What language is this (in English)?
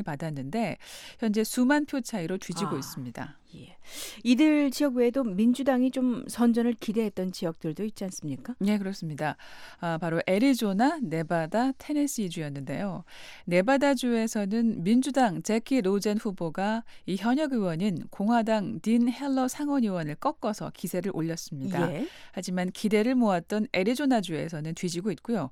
Korean